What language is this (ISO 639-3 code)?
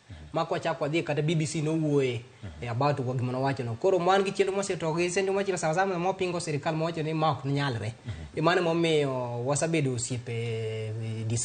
luo